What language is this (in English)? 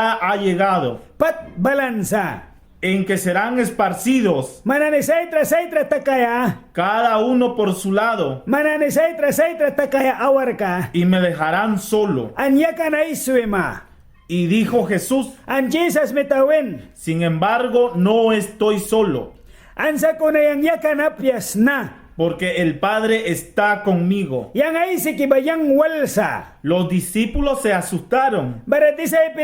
Mískito